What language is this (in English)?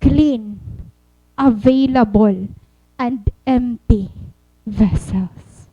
Waray